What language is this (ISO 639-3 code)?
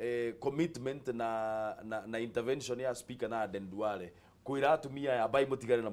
kik